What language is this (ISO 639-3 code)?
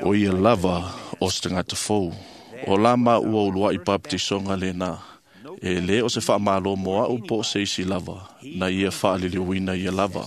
smo